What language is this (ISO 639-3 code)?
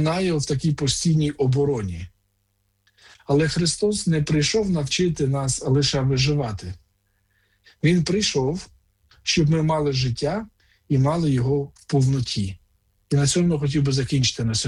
ukr